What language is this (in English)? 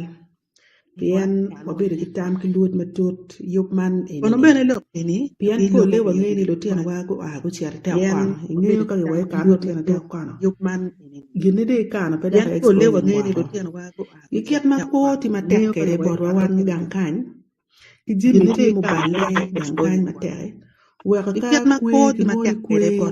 Acoli